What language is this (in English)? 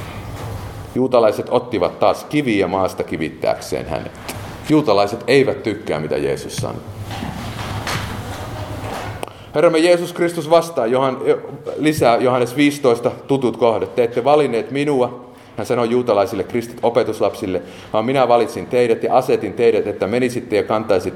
Finnish